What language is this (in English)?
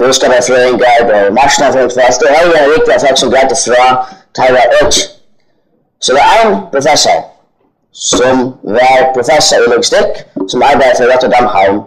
Faroese